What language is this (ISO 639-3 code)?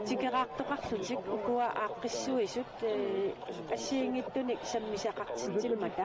kal